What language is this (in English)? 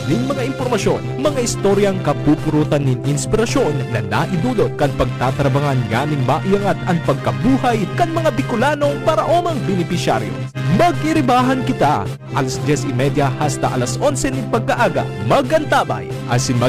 Bikol